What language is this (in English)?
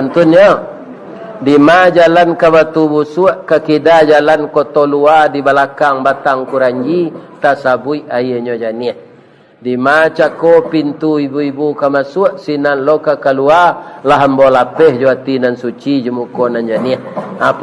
Minangkabau